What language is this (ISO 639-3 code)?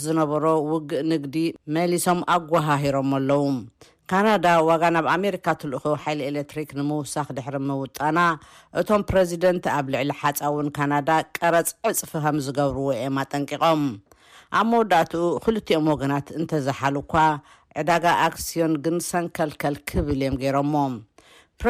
tir